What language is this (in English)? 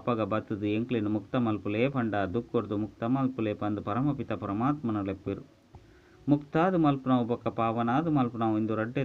Tulu